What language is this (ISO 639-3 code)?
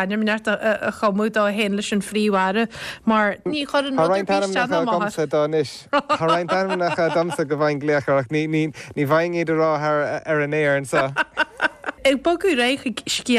gle